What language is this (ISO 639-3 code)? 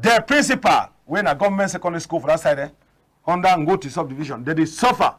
wes